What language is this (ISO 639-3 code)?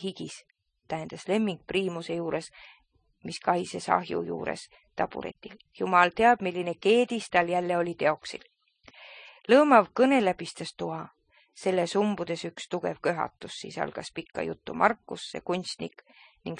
est